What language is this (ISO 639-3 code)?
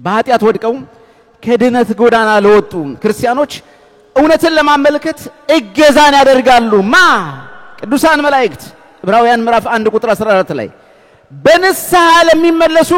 amh